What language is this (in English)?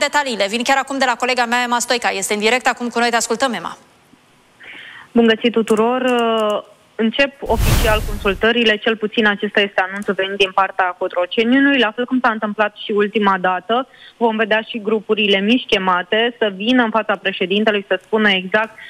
Romanian